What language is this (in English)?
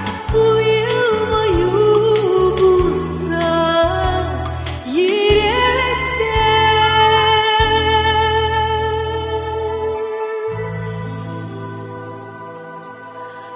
Tatar